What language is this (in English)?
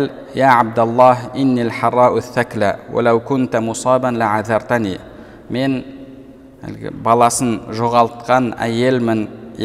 Kazakh